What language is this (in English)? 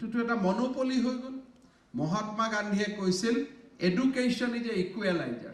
Assamese